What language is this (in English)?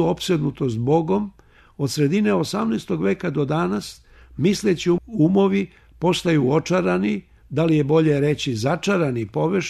Serbian